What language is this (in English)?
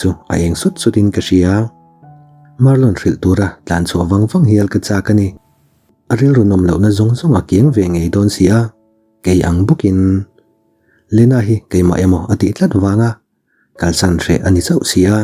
Mizo